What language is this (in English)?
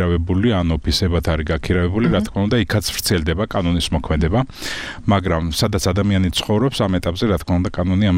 Georgian